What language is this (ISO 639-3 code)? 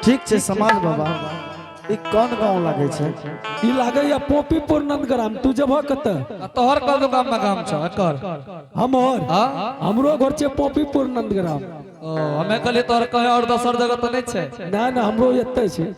anp